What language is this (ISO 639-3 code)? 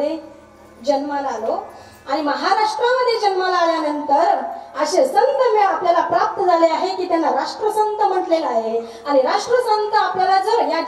mar